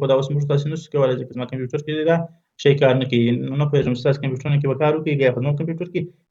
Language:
Pashto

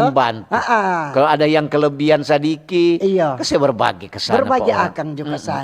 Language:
Manado Malay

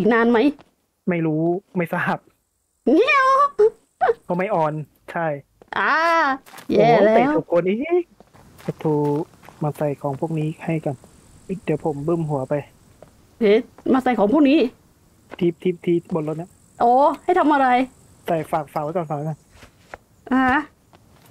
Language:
Thai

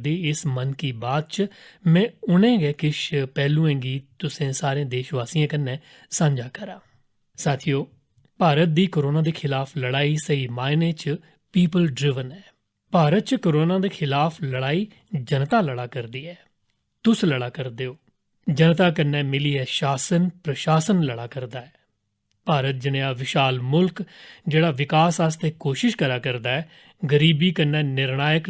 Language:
Dogri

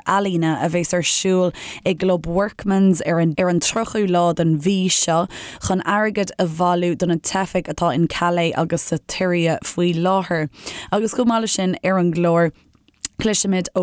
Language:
Irish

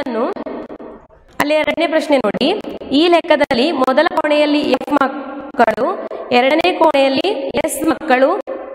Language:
Kannada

